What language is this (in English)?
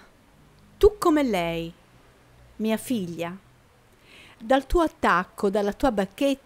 Italian